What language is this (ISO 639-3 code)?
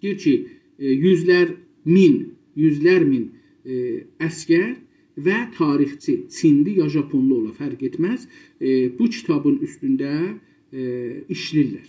azb